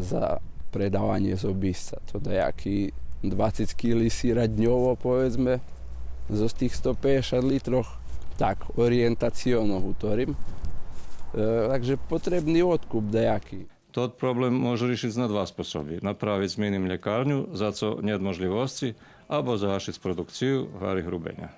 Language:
Rusyn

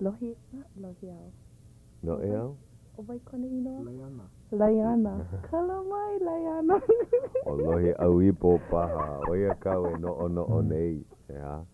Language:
Hawaiian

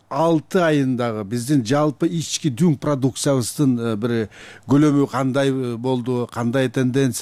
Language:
Kyrgyz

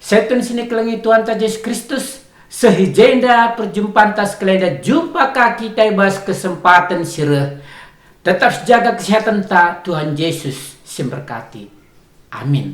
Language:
Batak Karo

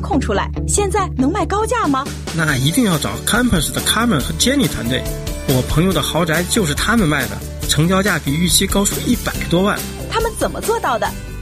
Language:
Chinese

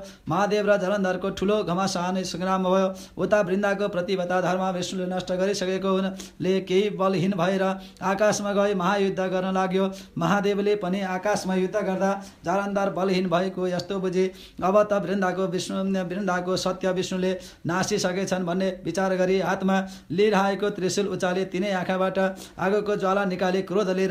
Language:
Nepali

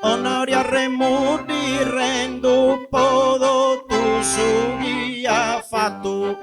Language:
Sardinian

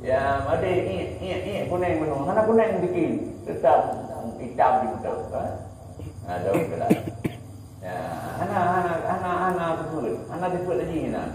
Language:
Achinese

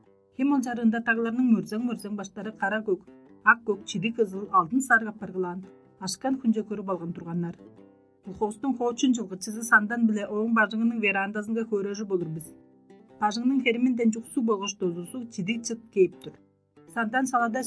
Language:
Tuvinian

